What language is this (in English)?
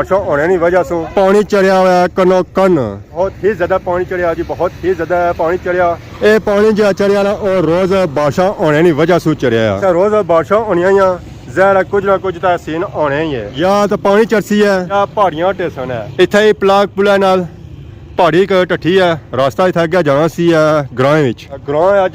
Pahari-Potwari